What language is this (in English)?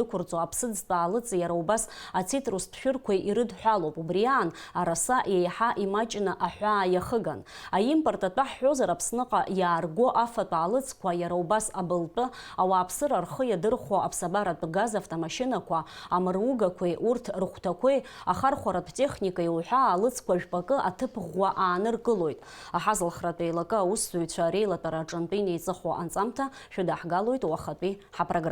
Abkhazian